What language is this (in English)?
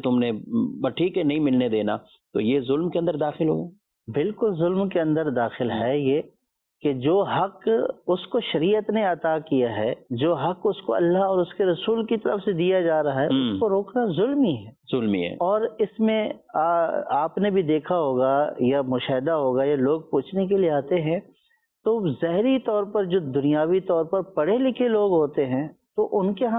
Urdu